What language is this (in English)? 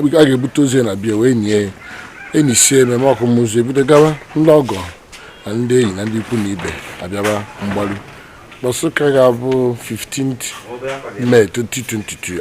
Igbo